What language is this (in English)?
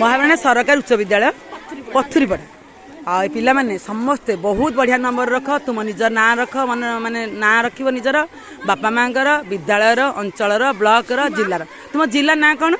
Odia